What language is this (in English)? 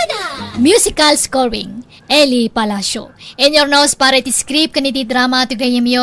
Iloko